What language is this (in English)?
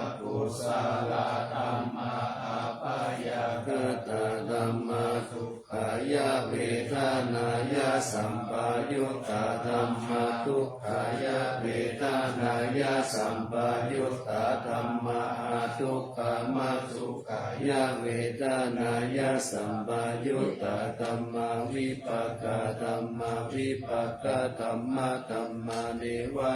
Pali